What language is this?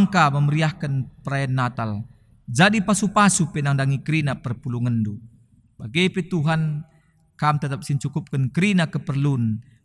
Batak Karo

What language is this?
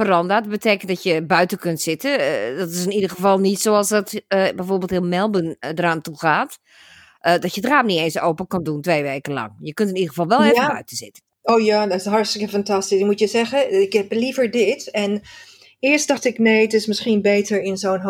Dutch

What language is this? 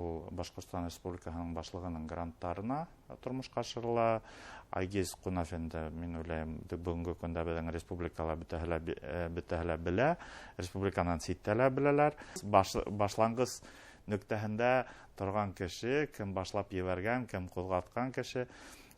Bashkir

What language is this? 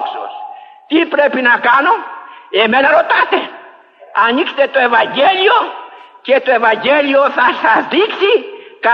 Greek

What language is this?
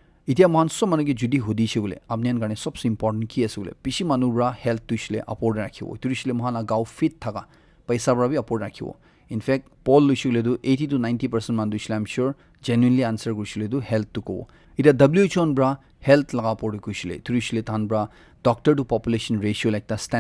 Naga Pidgin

